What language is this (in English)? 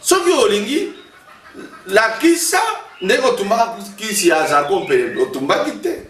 Lingala